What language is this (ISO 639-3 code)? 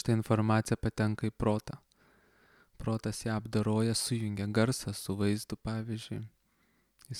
lit